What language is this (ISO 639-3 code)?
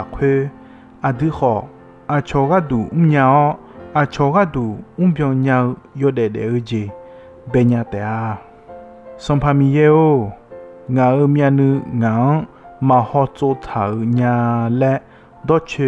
ahk